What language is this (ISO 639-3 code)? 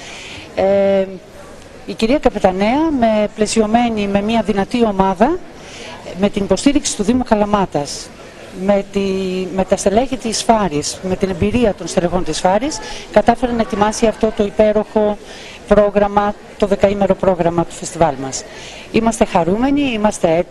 ell